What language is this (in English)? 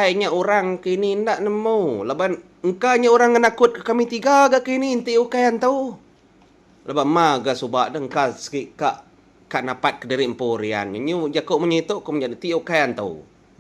Iban